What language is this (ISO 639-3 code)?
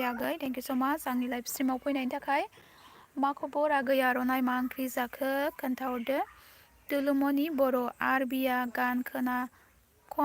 brx